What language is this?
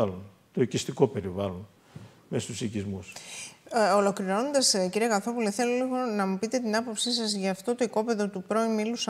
Greek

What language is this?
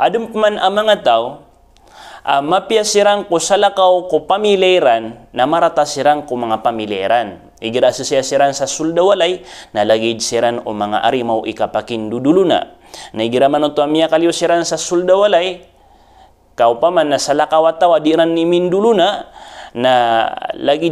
Maranao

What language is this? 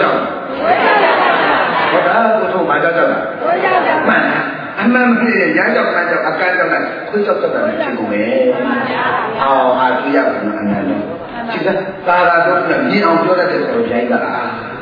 Burmese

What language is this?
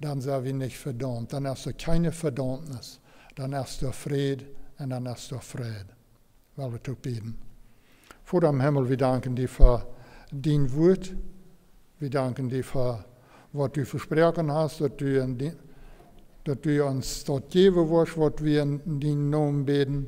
Plautdietsch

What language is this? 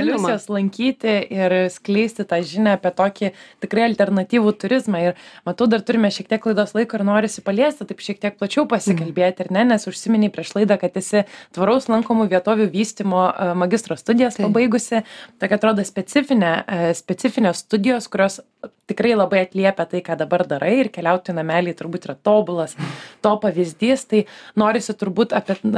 Lithuanian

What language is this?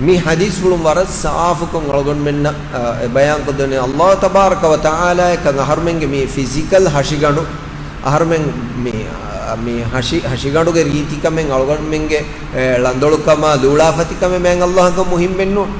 Divehi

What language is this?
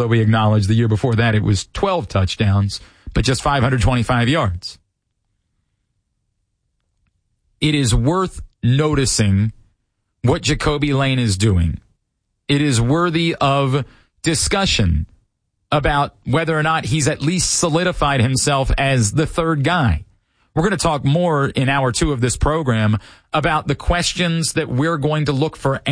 English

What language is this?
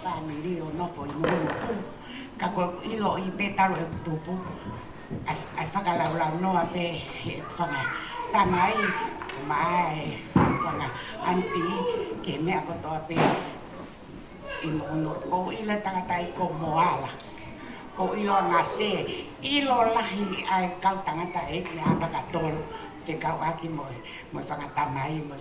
Tongan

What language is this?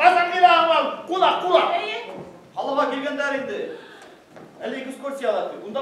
Bashkir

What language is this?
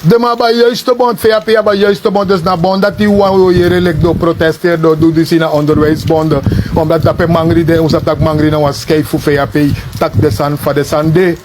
Sranan Tongo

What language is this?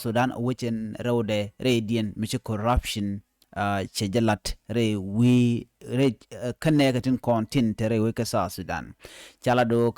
Nuer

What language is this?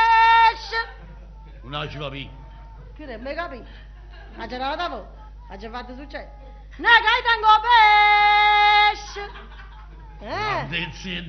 Neapolitan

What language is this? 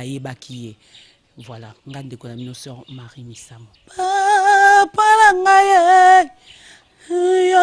Lingala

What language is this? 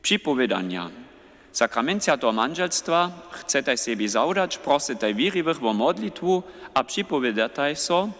Upper Sorbian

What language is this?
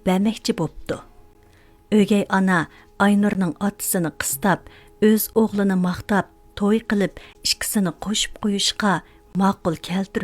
Uyghur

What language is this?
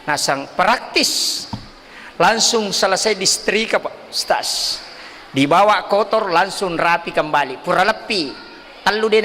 Buginese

